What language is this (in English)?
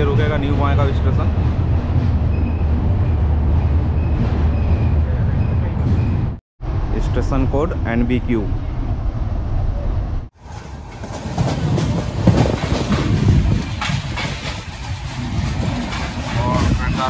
Hindi